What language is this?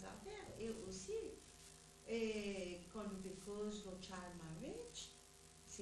Morisyen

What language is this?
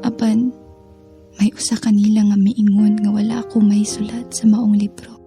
Cebuano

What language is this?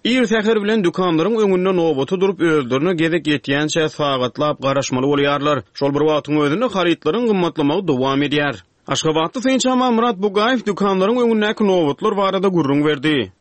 Turkmen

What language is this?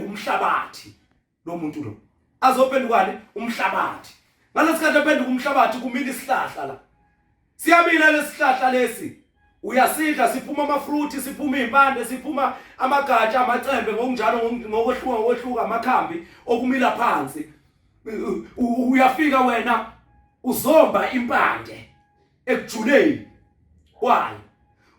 Zulu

